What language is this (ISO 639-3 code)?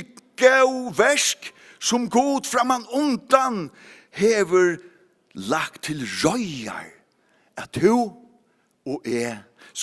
fao